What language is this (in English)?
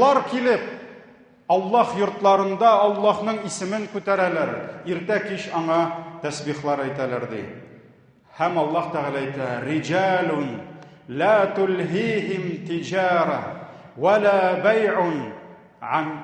Tatar